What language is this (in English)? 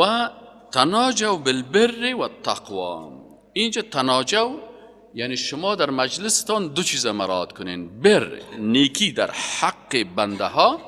Persian